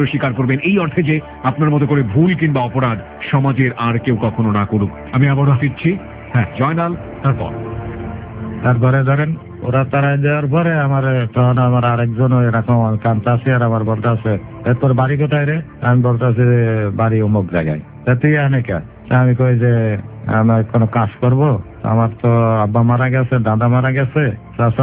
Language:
Bangla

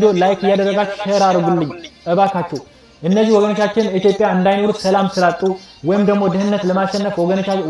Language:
Amharic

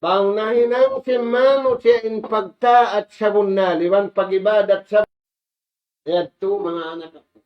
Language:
Tausug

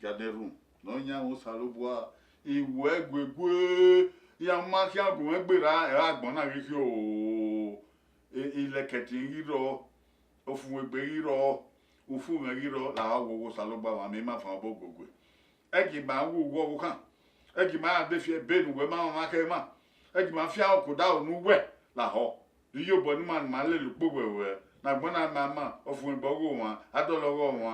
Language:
Bini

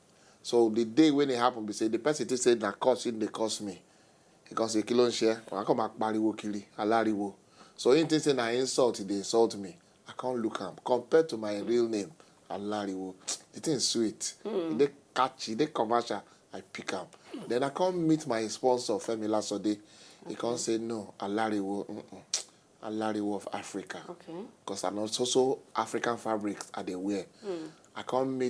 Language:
Nigerian Pidgin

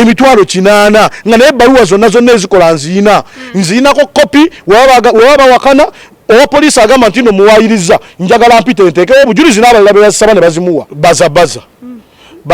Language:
Ganda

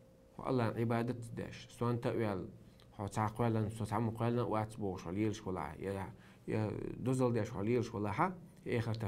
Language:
Chechen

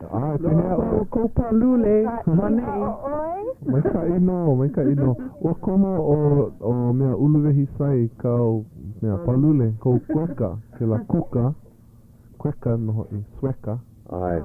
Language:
Hawaiian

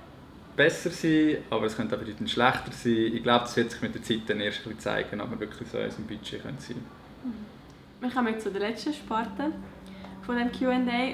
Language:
Swiss German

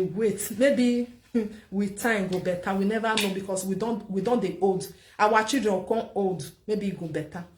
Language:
Nigerian Pidgin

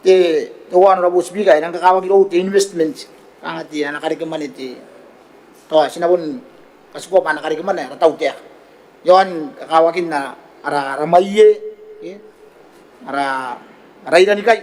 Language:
Gilbertese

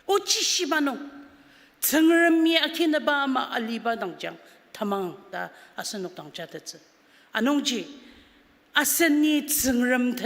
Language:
Ao Naga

